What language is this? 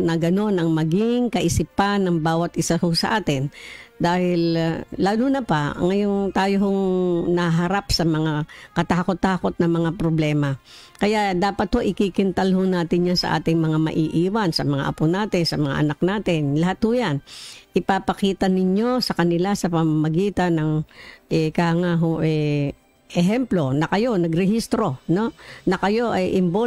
Filipino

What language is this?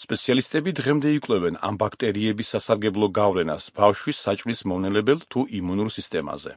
Georgian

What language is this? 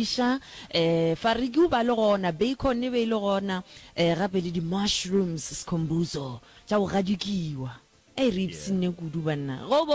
Northern Sotho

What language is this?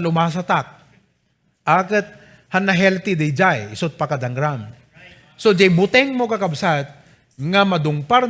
Iloko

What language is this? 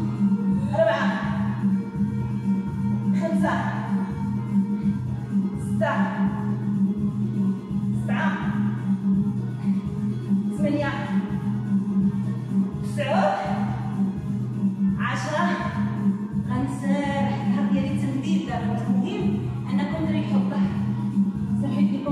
Moroccan Arabic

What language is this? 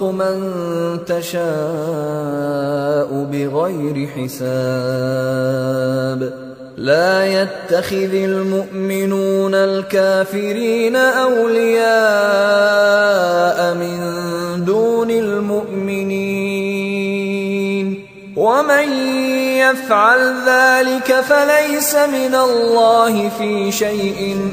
Arabic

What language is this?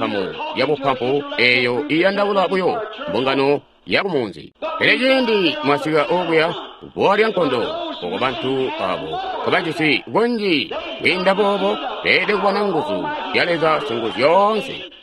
Tonga (Zambia)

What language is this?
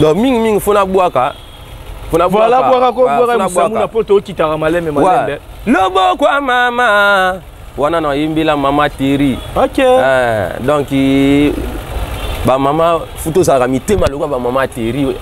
Lingala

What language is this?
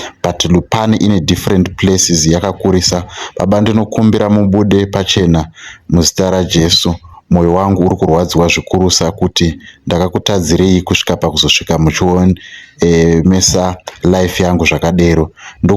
Shona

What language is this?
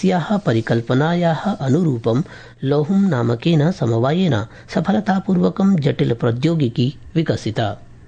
Sanskrit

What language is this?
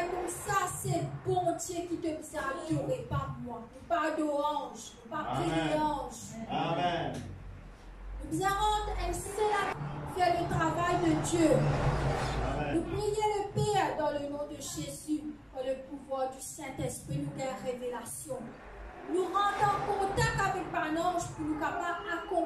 Morisyen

